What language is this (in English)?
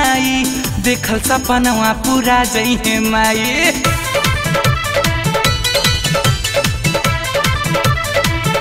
Bhojpuri